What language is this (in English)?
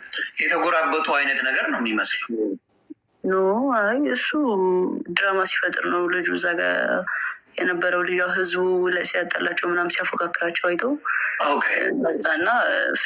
Amharic